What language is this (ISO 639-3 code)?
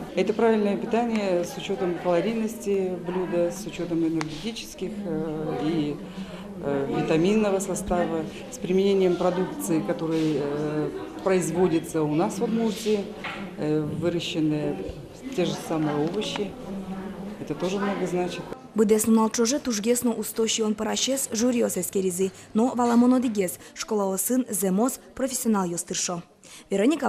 udm